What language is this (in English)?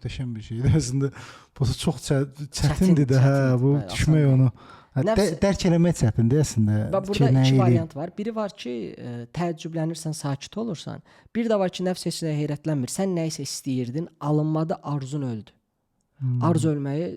Azerbaijani